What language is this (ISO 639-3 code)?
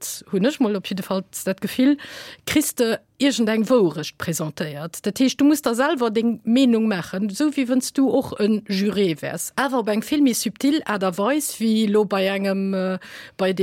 ltz